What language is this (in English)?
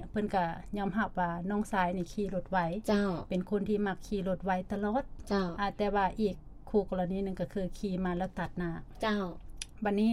Lao